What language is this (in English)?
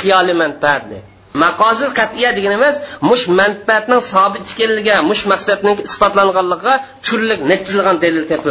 Uyghur